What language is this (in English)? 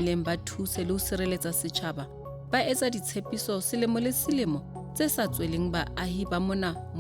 Southern Sotho